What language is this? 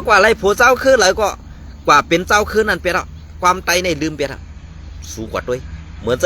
Shan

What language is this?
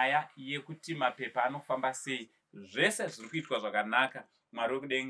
Shona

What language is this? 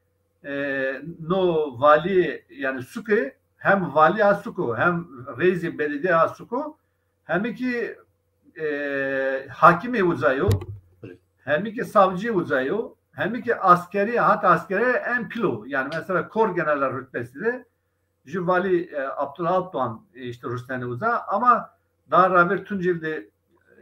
Zaza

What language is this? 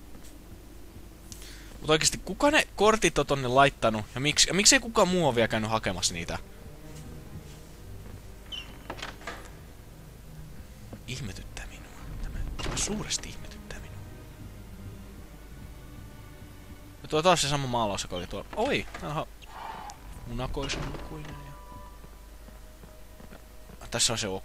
Finnish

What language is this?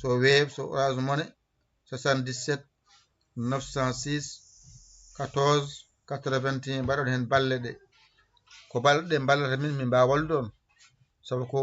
Fula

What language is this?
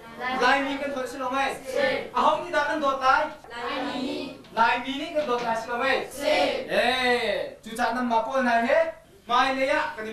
Hakha Chin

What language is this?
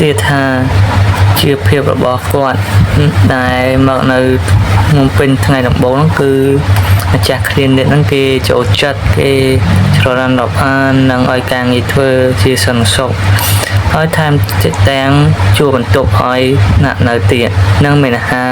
Khmer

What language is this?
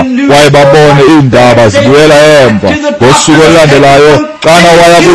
Xhosa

